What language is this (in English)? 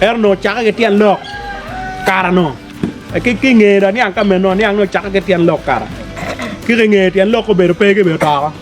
Acoli